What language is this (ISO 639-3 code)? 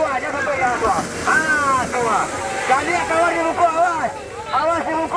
min